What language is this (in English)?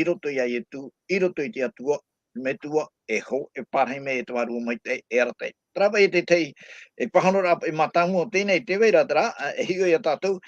Tahitian